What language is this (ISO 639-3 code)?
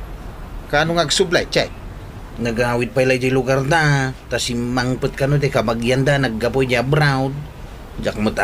ilo